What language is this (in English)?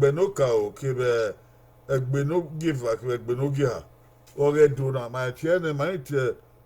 Bini